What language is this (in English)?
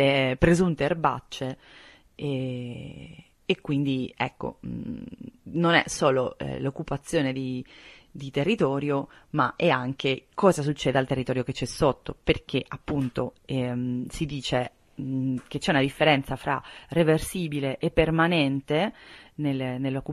Italian